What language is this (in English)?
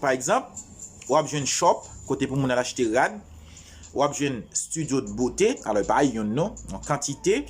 Haitian Creole